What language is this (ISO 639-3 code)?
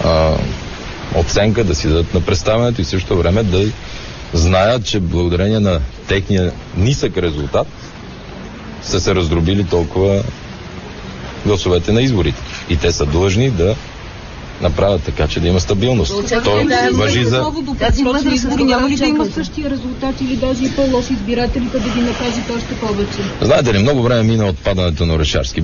bul